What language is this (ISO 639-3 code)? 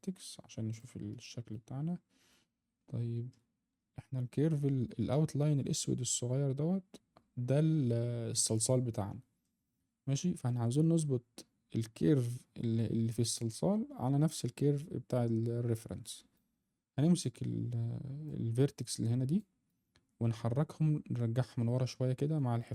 arz